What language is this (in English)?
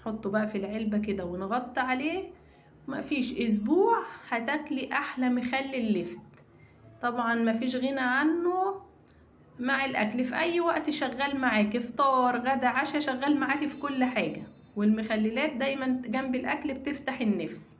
Egyptian Arabic